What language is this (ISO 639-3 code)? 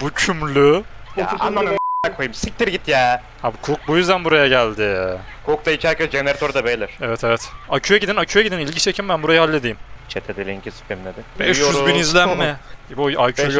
tur